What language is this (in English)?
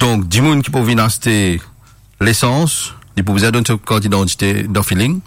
Morisyen